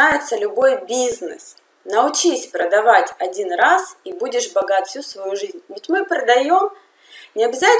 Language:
Russian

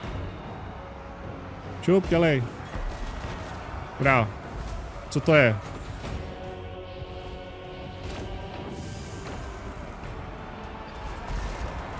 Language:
Czech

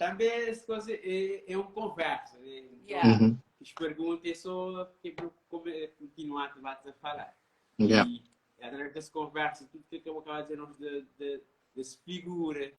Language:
Kabuverdianu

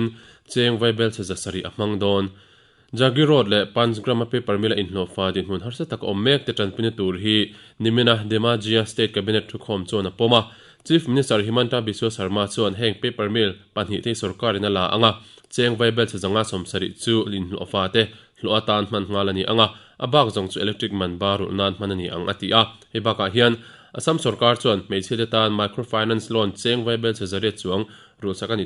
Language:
Mizo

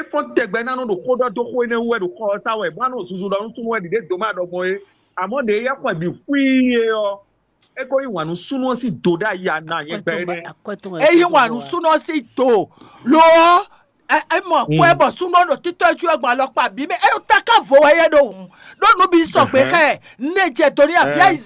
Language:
Fon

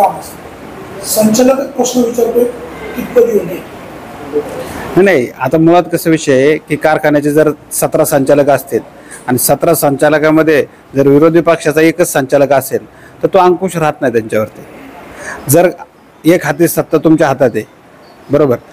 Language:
Marathi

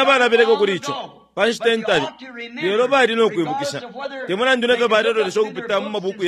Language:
Bemba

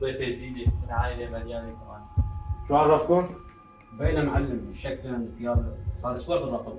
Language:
North Levantine Arabic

